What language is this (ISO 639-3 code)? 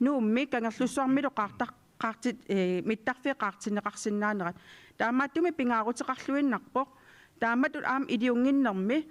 kal